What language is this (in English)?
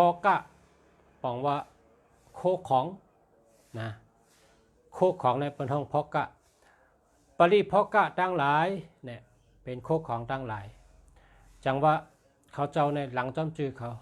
Shan